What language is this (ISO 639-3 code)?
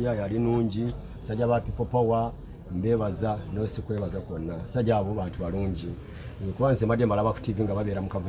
lug